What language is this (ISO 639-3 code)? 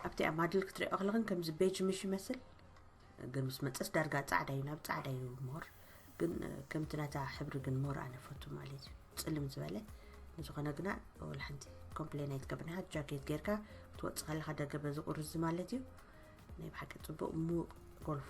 tir